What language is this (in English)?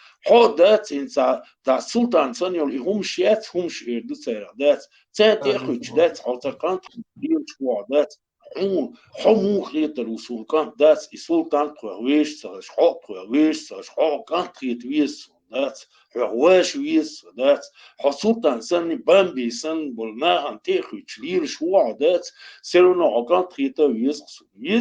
Chechen